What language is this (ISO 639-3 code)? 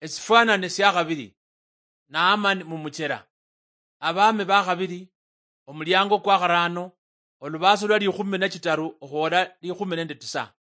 luy